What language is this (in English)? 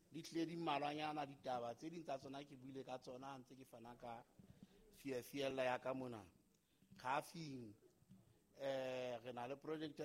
Southern Sotho